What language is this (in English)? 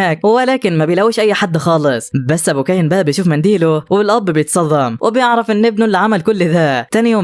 Egyptian Arabic